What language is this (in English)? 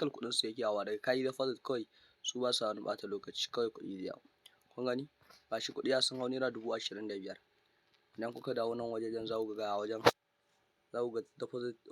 Hausa